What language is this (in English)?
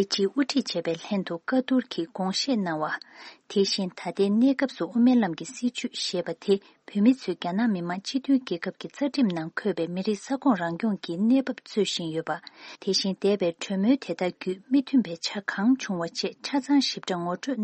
Tibetan